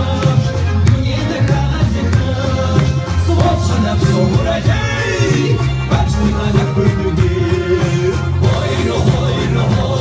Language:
Kabardian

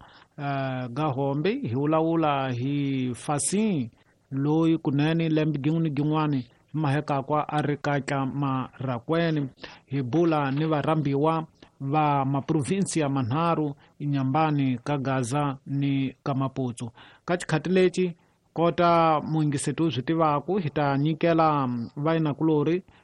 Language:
Tsonga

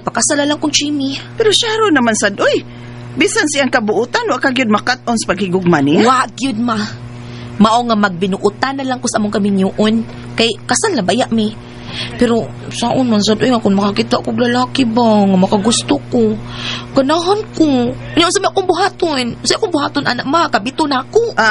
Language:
Cebuano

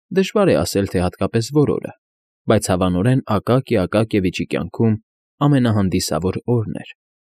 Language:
Armenian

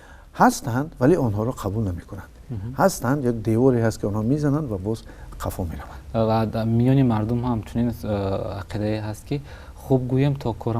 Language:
Tajik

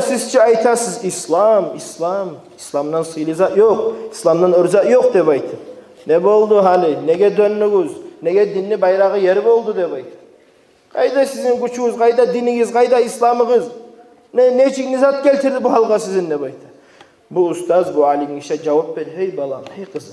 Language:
Kumyk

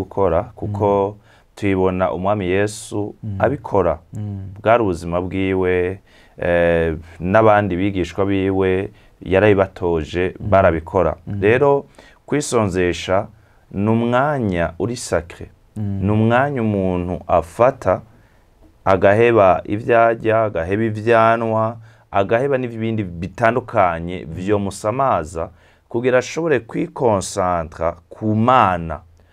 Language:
Rundi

